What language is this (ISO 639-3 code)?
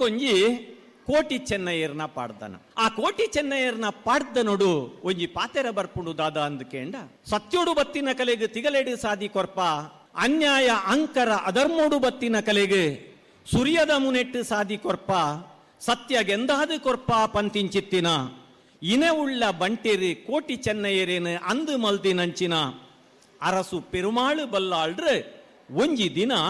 tcy